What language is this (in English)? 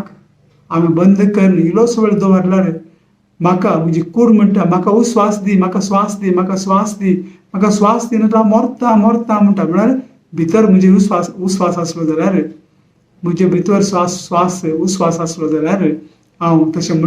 Konkani